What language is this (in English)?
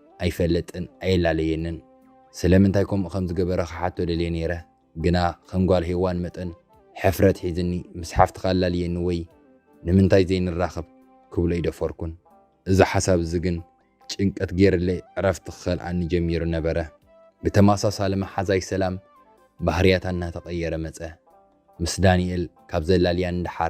Tigrinya